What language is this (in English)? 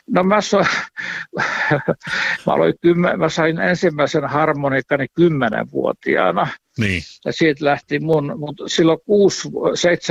Finnish